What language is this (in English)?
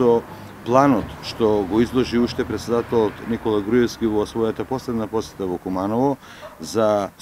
Macedonian